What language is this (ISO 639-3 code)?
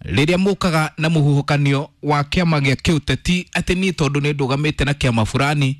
kik